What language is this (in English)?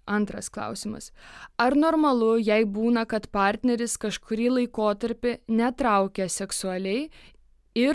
Lithuanian